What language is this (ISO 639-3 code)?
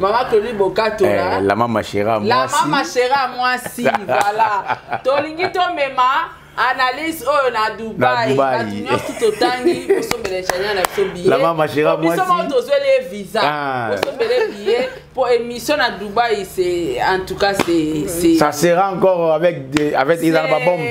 lin